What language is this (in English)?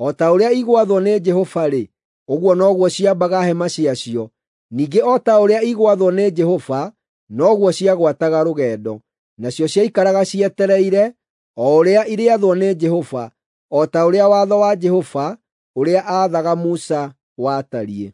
Kikuyu